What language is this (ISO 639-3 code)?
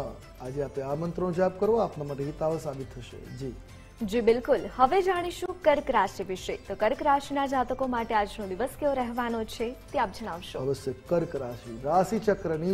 guj